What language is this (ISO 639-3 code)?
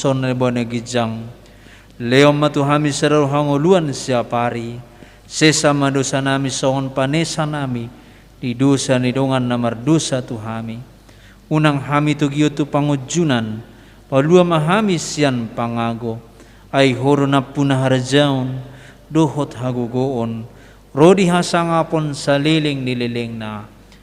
bbc